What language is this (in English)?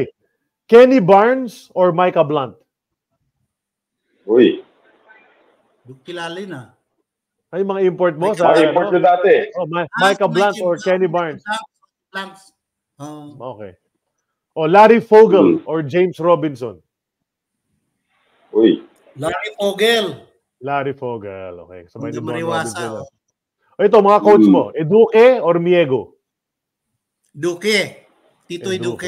Filipino